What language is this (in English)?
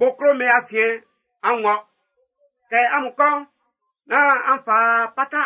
Baoulé